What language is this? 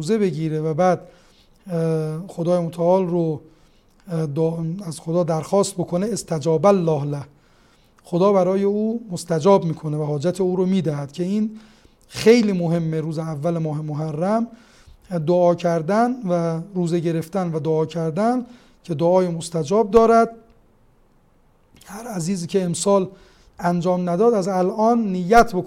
Persian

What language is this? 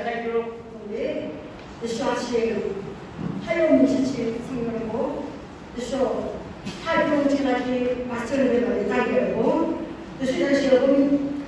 Yimchungru Naga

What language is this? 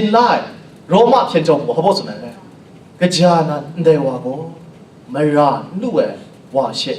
Kachin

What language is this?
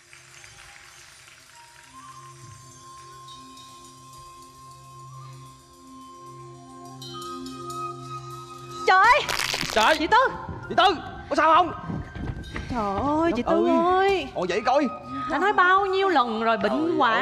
Vietnamese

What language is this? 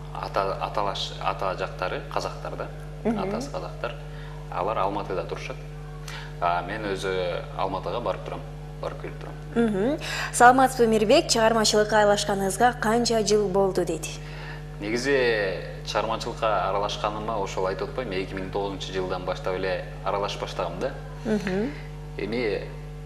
Kyrgyz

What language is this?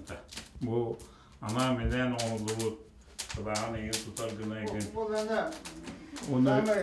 Yakut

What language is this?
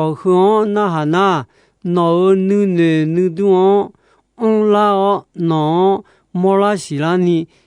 Akha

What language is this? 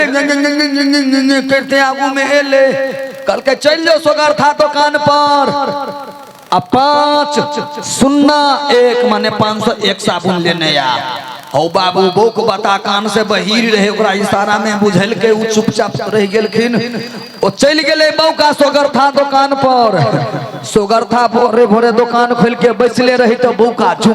Maithili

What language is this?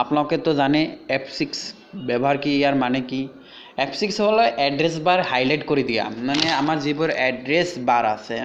Assamese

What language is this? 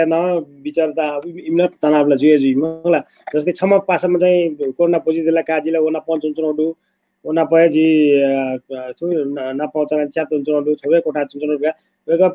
Newari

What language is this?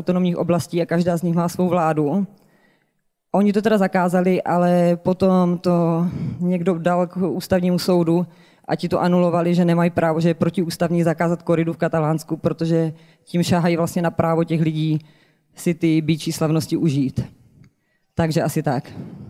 Czech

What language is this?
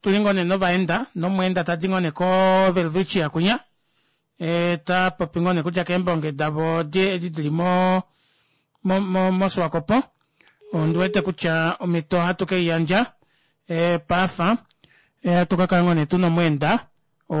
Kuanyama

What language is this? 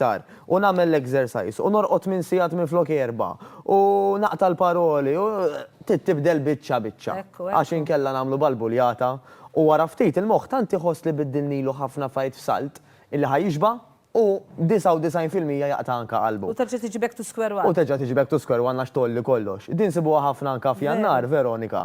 Maltese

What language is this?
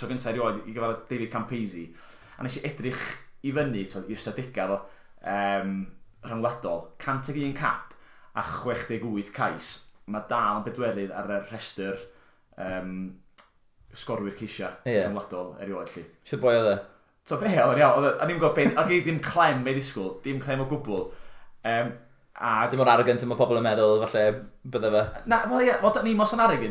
Welsh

